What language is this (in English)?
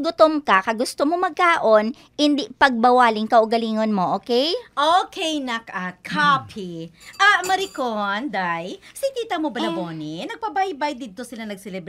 Hiligaynon